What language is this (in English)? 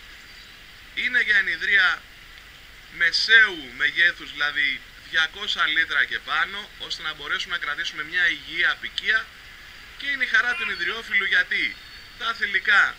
Greek